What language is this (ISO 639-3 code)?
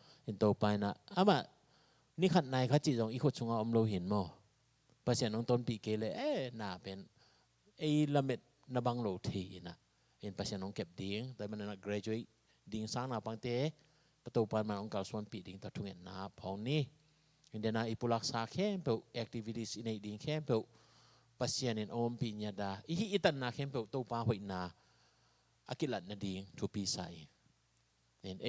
ctd